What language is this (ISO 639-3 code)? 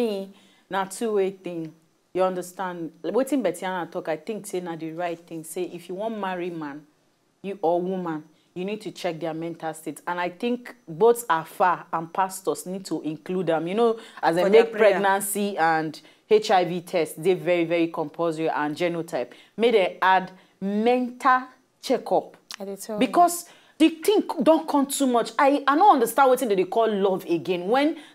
pcm